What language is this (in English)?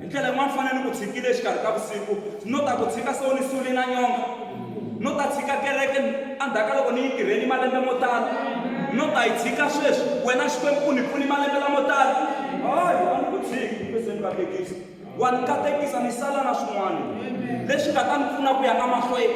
Tsonga